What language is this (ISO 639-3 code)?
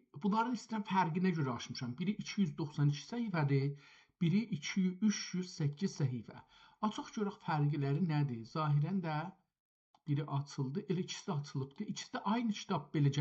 azb